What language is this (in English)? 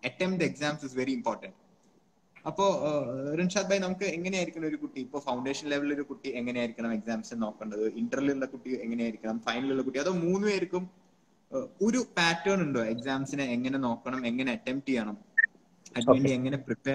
Malayalam